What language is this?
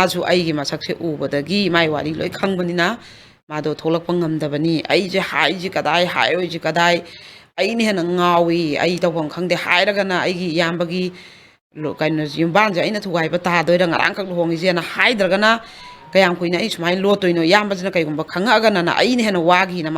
Manipuri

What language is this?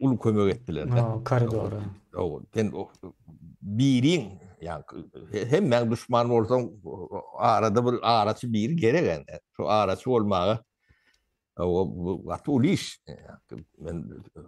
Turkmen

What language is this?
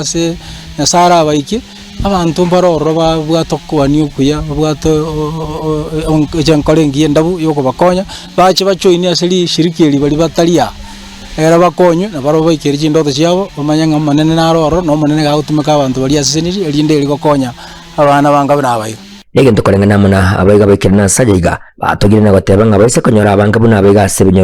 Gusii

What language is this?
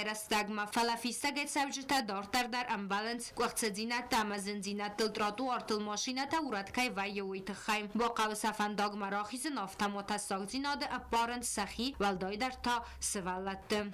Ossetic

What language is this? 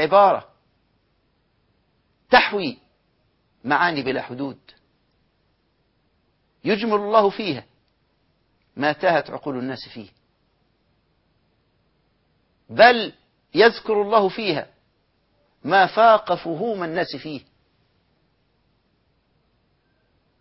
Arabic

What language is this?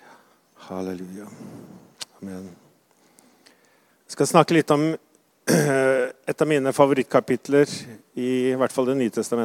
Norwegian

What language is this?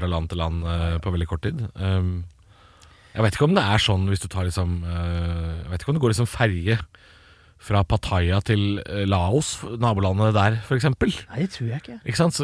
Norwegian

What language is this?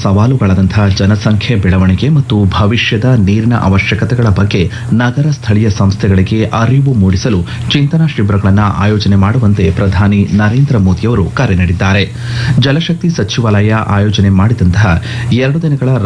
Kannada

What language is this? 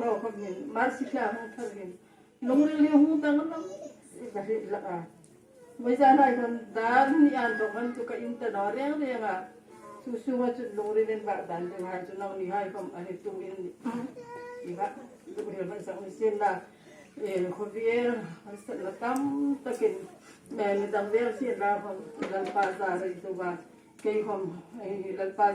Hmar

